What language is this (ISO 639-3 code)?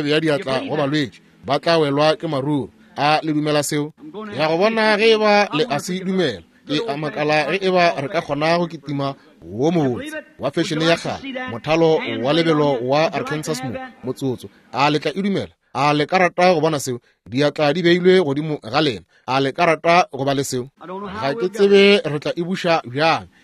nso